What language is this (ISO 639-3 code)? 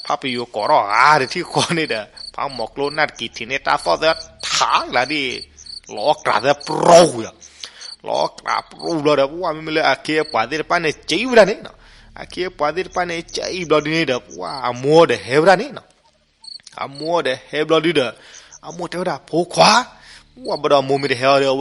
ksw